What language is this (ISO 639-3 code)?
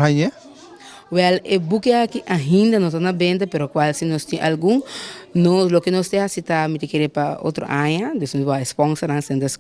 pap